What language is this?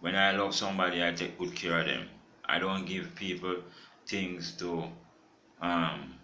Jamaican Creole English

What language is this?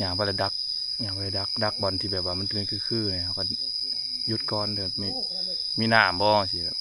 Northeastern Thai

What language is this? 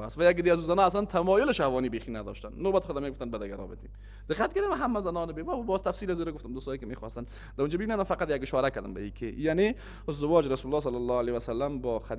Persian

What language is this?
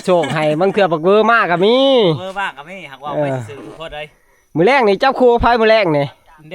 Northeastern Thai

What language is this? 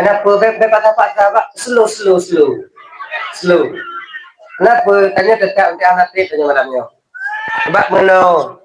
Achinese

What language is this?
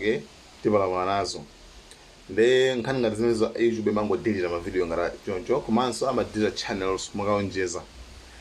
Nyanja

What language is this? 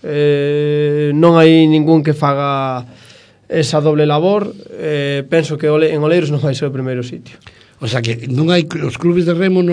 Galician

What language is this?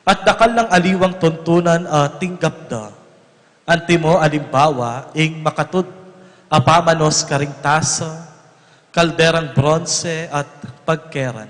Pampanga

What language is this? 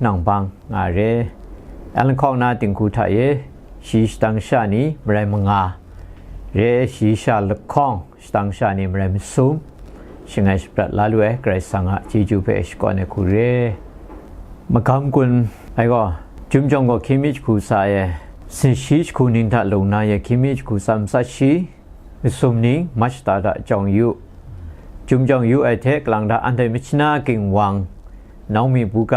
Kachin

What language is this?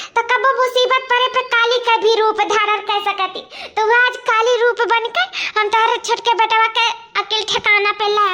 Awadhi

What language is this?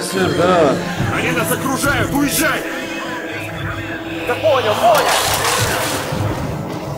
Russian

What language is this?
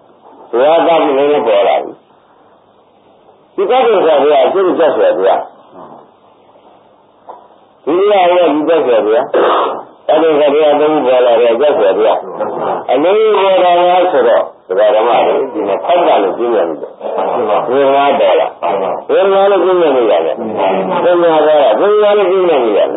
Burmese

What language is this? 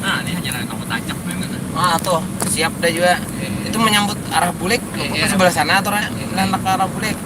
Banjar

